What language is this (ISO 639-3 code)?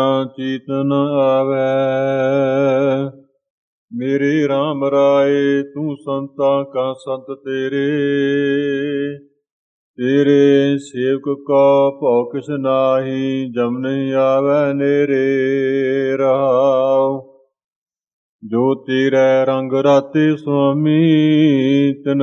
pan